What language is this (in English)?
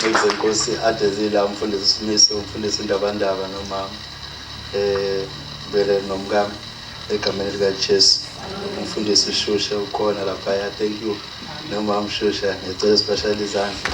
Zulu